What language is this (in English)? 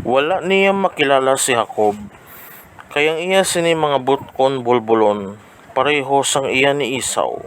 Hiligaynon